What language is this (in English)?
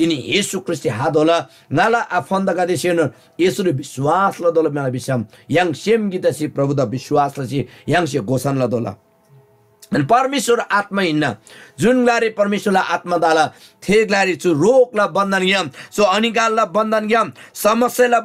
Eastern Tamang